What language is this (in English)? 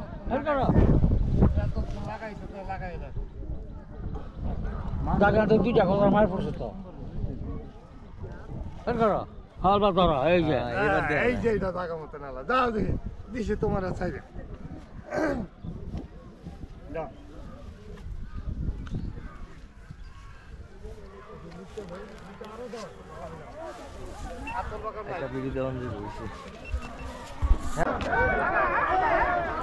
Bangla